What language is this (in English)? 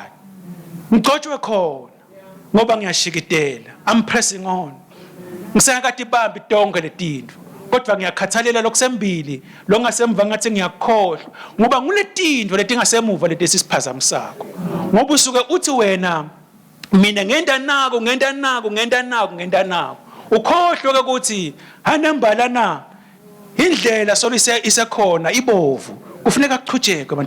Swati